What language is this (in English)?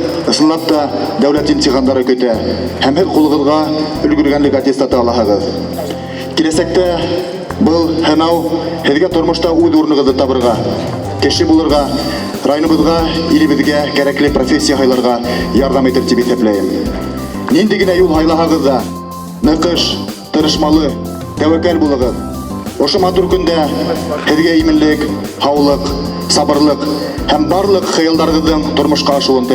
Bashkir